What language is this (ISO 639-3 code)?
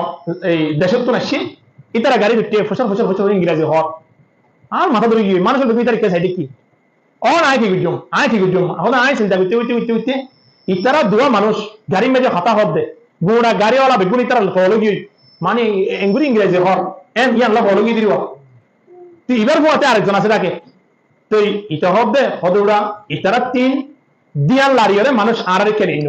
rhg